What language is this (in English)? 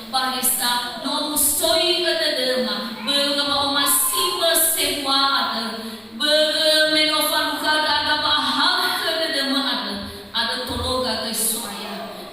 Nias